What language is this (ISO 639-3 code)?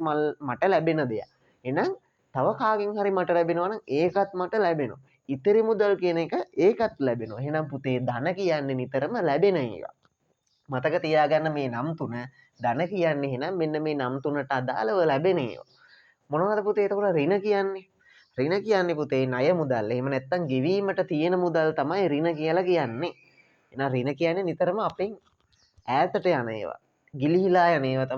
sin